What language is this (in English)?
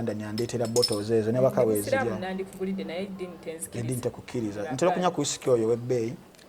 Ganda